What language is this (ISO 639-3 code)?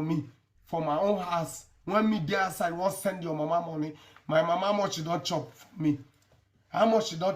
pcm